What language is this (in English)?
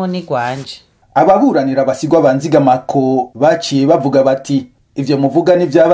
Rundi